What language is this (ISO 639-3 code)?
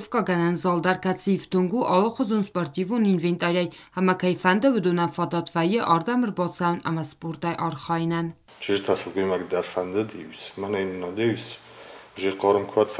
oss